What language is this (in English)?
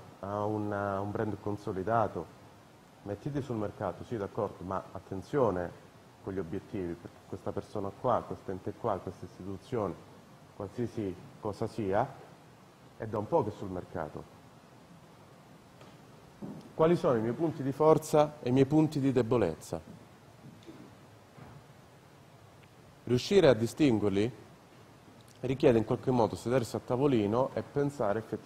Italian